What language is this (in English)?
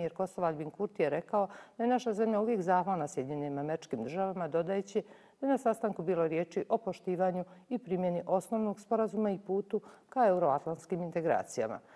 Bosnian